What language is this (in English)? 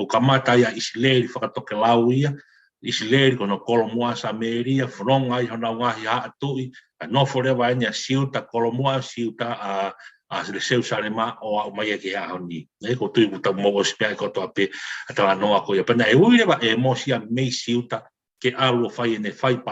Tongan